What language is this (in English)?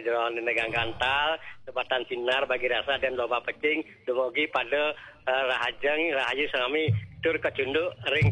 Balinese